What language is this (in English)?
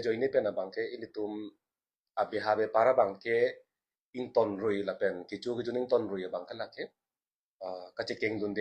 Karbi